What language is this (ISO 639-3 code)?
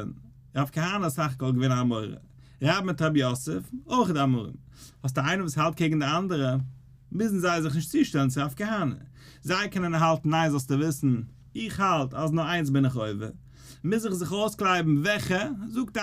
yid